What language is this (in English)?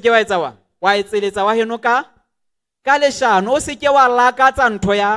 Southern Sotho